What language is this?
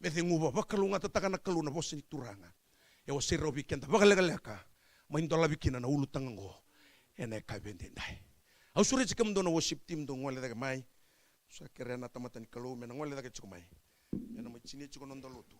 Fijian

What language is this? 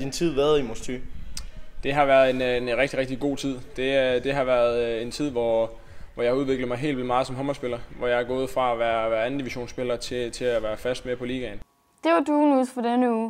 Danish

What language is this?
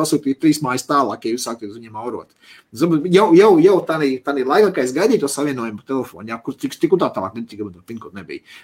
Latvian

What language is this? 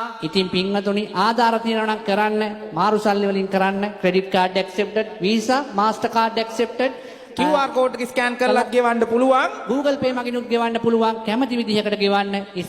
Sinhala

